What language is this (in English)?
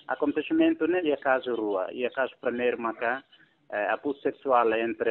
Tetum